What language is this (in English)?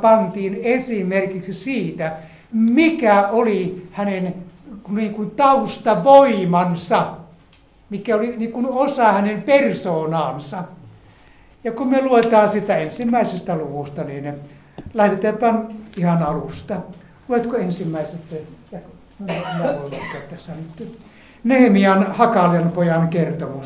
Finnish